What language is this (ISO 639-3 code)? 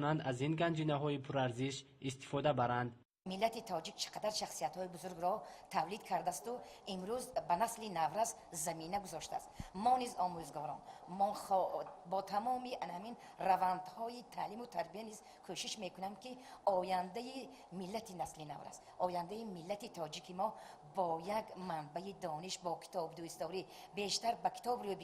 tgk